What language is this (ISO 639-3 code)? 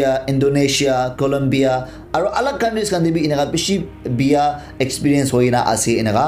nag